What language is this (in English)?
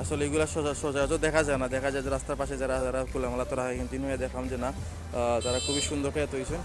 Sylheti